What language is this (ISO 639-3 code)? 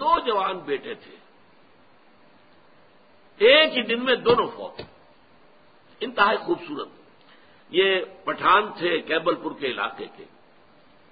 urd